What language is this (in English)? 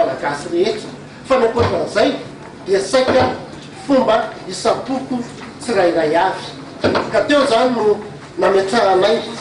Malagasy